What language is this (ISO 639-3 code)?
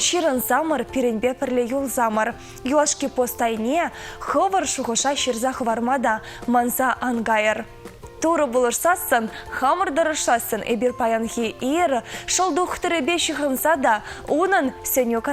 chv